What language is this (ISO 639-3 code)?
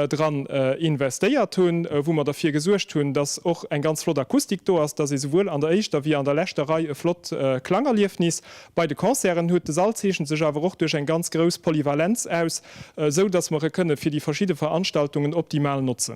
ltz